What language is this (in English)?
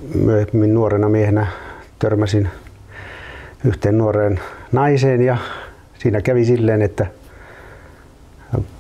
Finnish